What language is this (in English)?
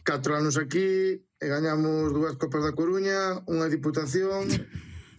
Galician